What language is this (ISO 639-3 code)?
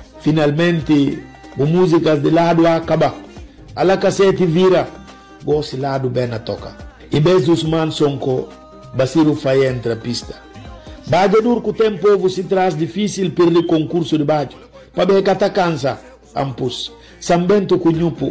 por